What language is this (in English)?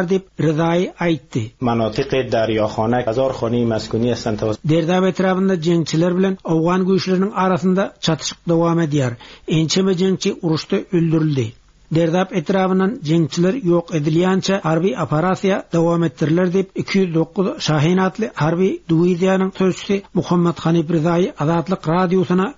Turkmen